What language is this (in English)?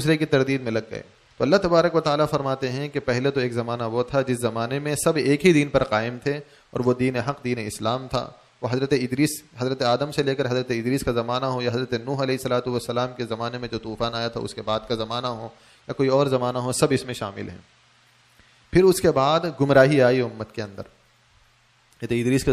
Urdu